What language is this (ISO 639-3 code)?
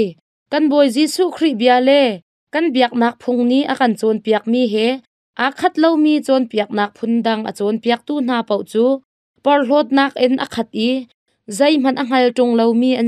cnh